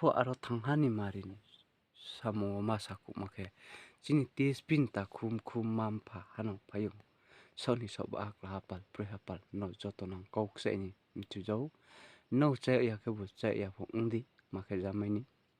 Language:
Riang (India)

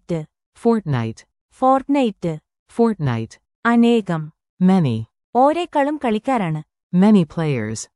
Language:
Malayalam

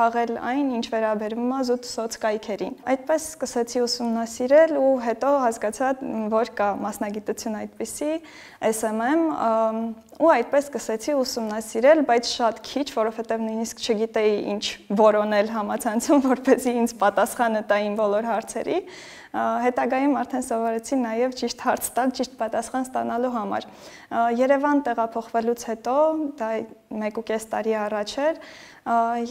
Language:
Armenian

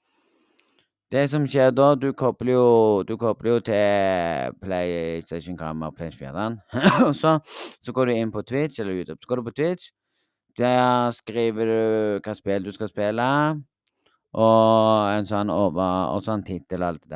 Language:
Norwegian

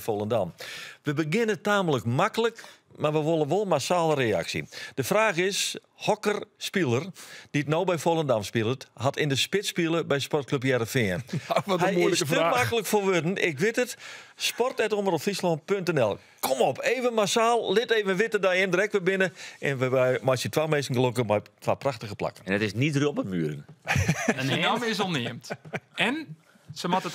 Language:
Western Frisian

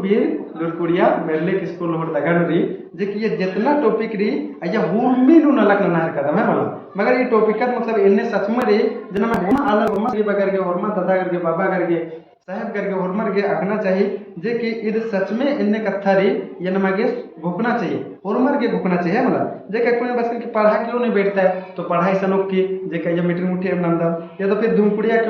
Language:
Kurukh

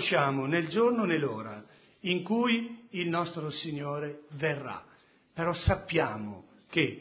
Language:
Italian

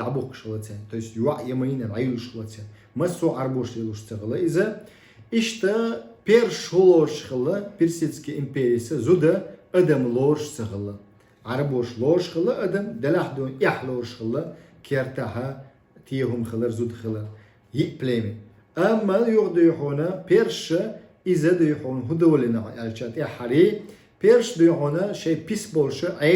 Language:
Chechen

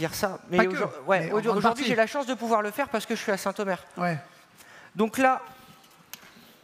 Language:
French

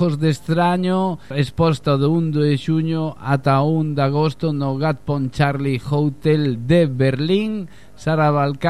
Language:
Galician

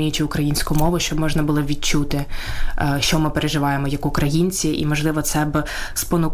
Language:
Ukrainian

